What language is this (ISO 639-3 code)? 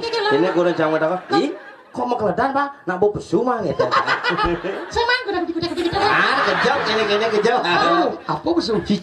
ban